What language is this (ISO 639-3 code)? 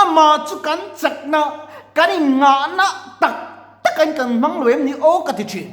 lus